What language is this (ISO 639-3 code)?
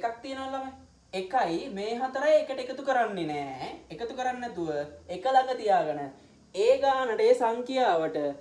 sin